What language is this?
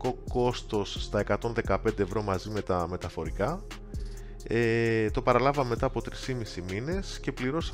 Greek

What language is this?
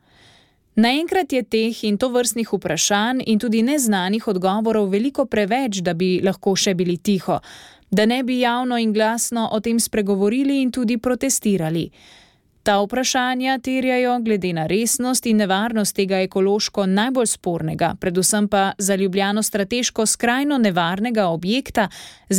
Slovenian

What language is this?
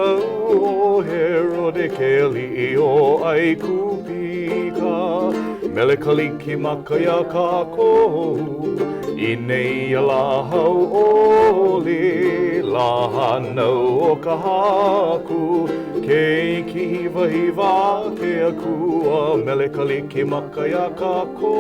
Hawaiian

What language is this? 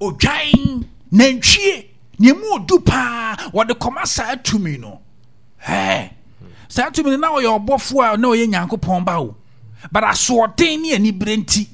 Akan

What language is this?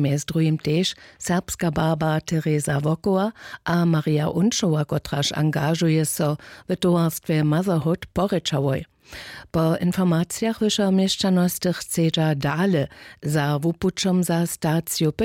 Upper Sorbian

